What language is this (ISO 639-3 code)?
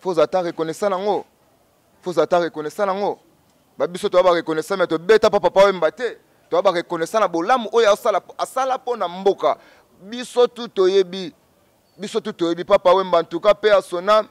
lin